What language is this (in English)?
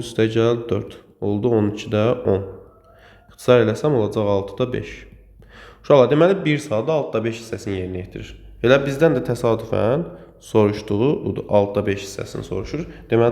Azerbaijani